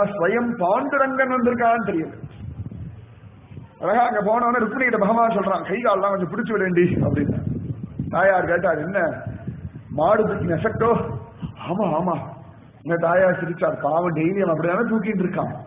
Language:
Tamil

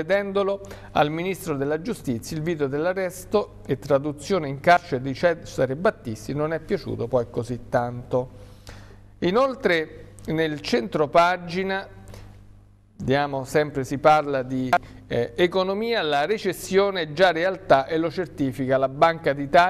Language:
Italian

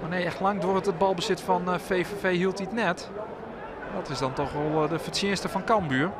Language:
Western Frisian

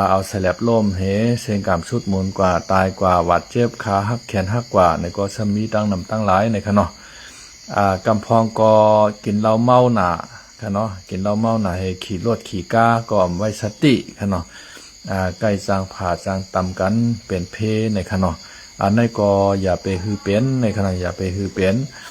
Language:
Lao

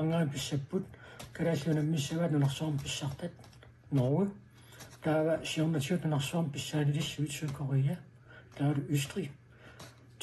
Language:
Kalaallisut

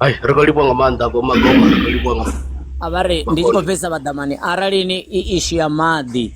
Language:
Venda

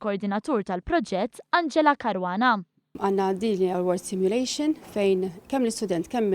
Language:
Maltese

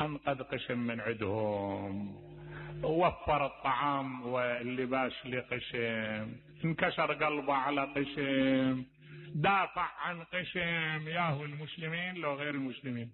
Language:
Mesopotamian Arabic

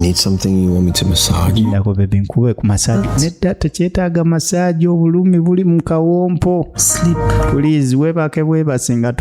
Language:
Ganda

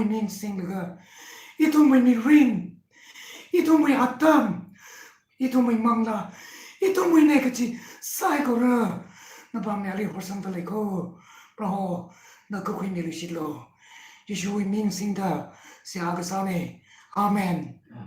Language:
Tangkhul Naga (India)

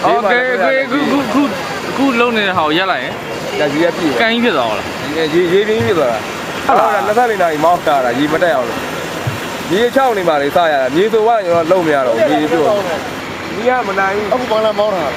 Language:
Burmese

